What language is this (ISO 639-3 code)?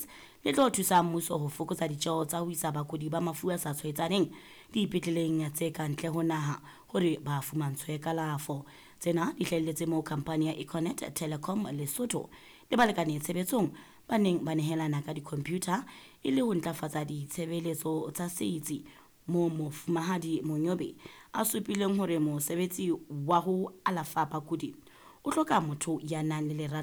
sot